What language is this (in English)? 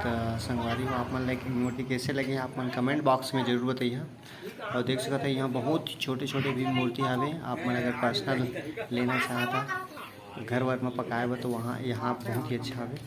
Chhattisgarhi